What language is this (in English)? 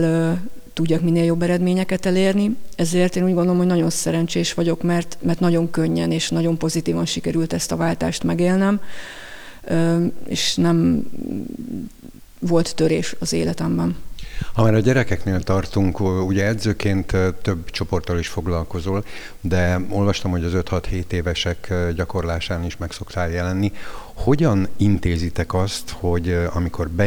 Hungarian